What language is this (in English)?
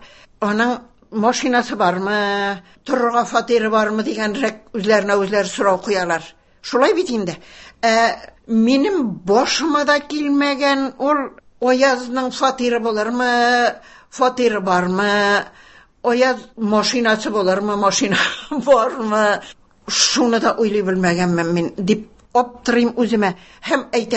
Tatar